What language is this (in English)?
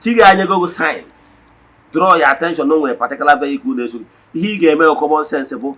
Igbo